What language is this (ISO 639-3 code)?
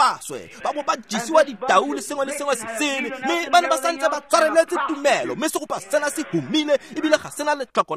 tsn